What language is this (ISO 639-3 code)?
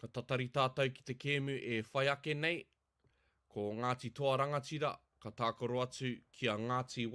mri